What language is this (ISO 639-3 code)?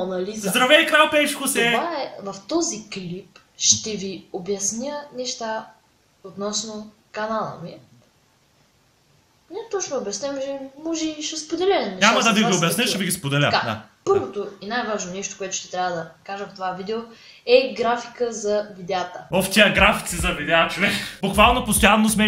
bul